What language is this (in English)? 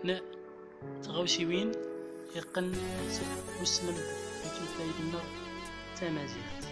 Central Atlas Tamazight